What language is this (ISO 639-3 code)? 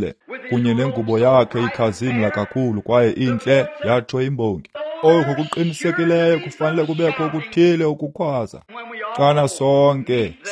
xho